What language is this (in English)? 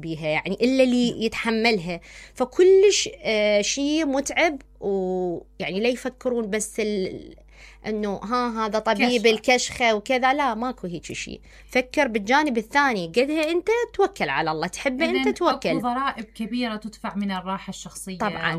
Mesopotamian Arabic